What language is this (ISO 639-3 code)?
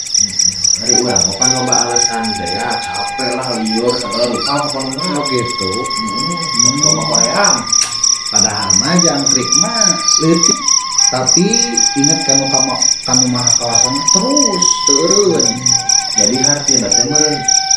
sun